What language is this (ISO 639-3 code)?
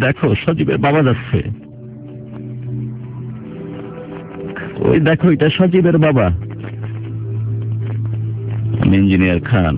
ben